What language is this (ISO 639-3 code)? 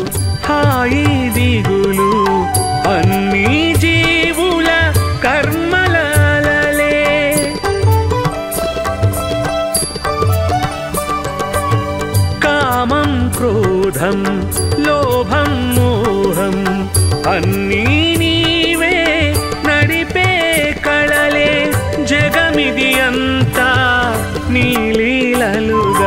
tel